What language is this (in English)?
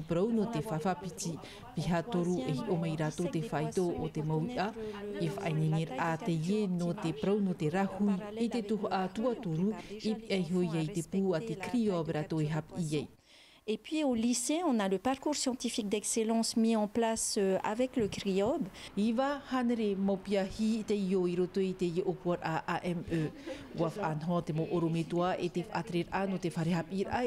Tahitian